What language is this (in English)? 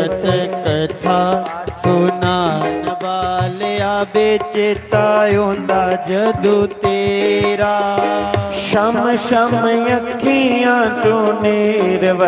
Dogri